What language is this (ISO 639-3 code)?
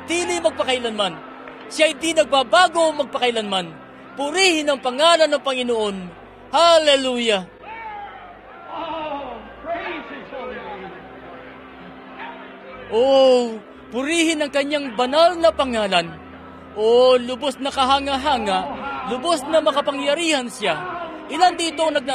fil